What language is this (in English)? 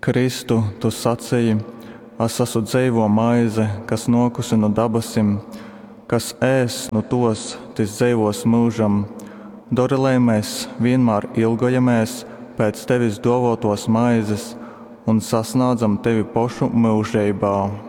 Latgalian